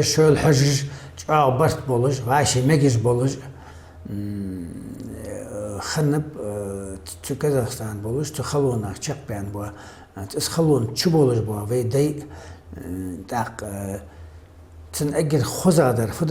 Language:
Ingush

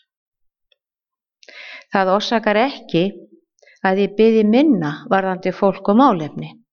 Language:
Icelandic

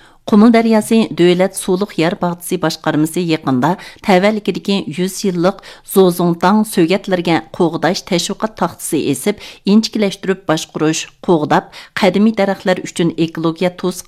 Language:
Uyghur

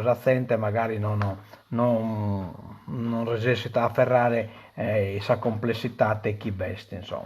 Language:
Sardinian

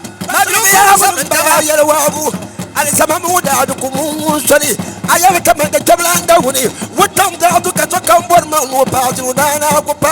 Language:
Dagbani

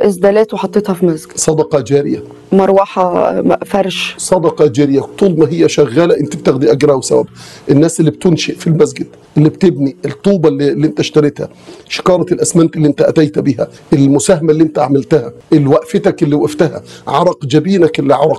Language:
Egyptian Arabic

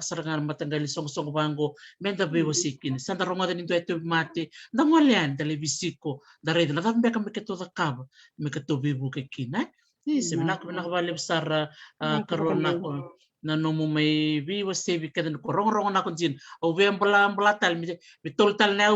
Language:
Fijian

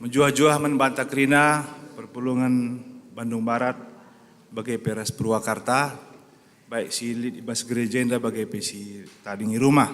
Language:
Batak Karo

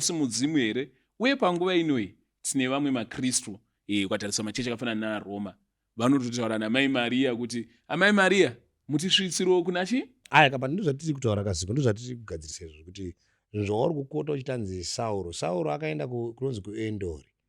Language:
Shona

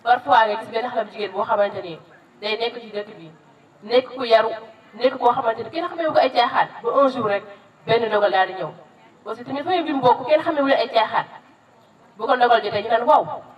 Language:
Wolof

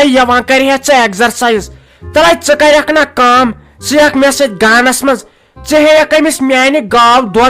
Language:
Kashmiri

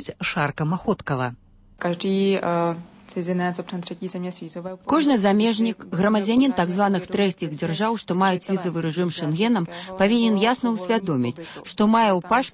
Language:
Belarusian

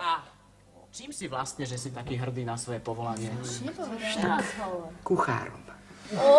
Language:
Slovak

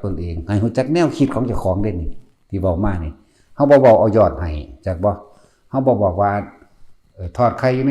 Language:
Northeastern Thai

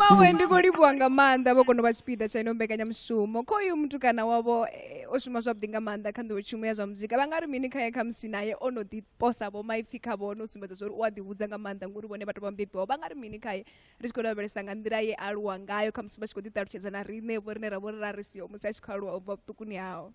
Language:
Venda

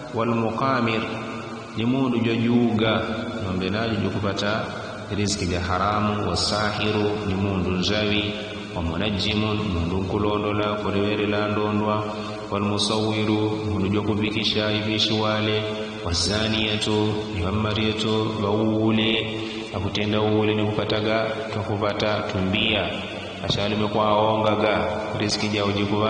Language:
Yao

